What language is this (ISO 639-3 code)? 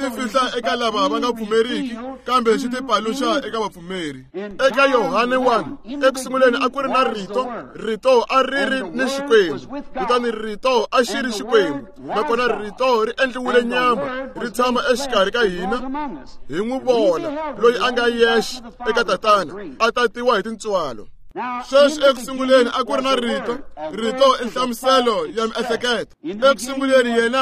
tso